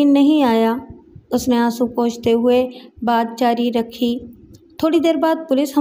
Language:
Urdu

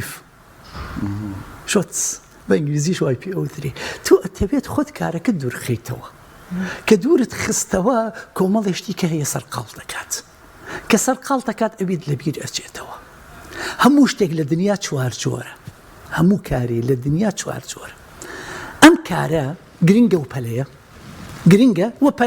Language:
Central Kurdish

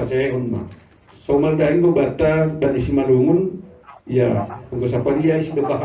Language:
Batak Simalungun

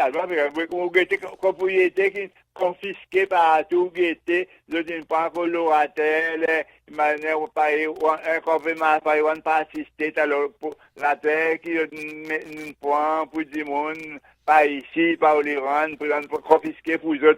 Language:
Seselwa Creole French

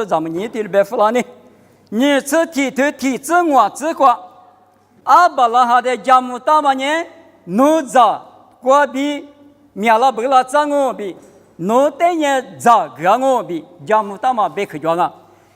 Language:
Lisu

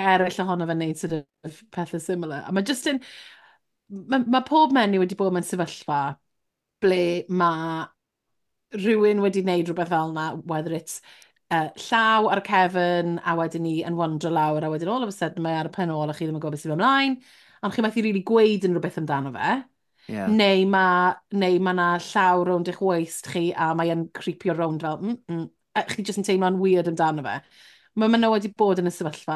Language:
Welsh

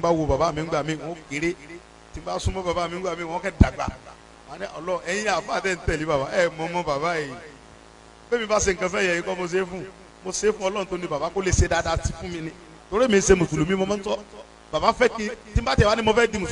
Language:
Yoruba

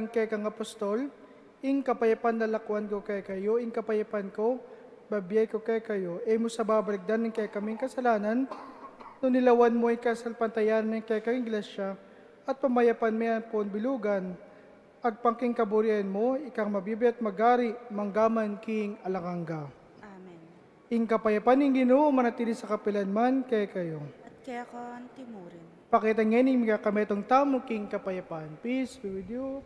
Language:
Pampanga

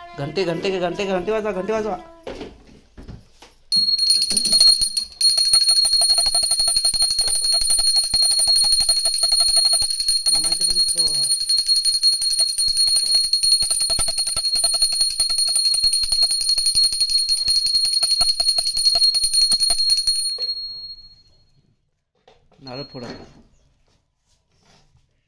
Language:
Marathi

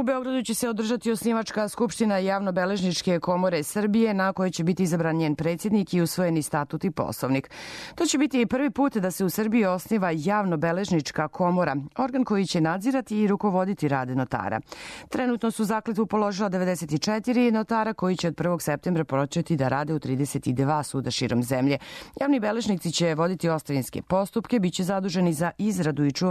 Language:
Serbian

